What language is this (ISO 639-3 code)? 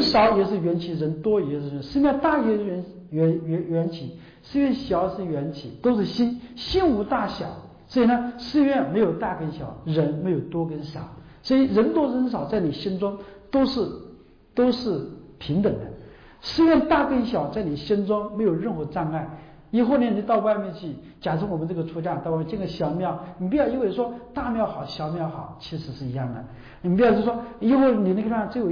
zho